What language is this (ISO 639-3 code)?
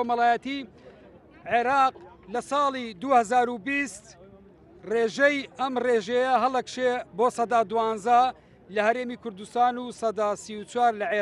ckb